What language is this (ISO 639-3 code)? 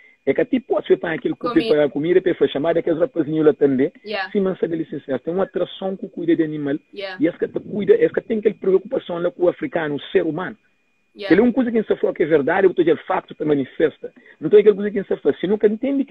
kea